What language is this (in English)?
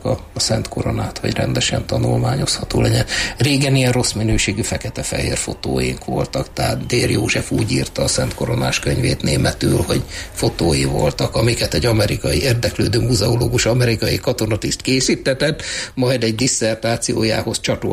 Hungarian